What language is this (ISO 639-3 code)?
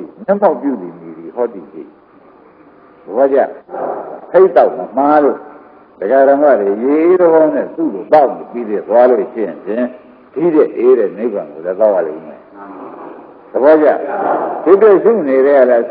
mya